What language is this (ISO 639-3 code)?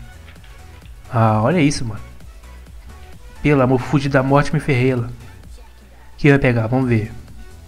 por